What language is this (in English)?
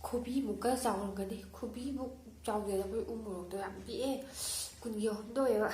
Manipuri